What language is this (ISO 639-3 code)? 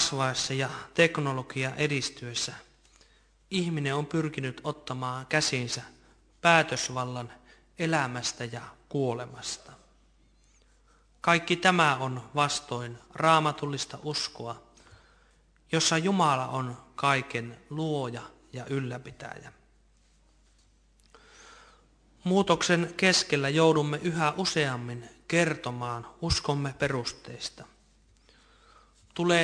fin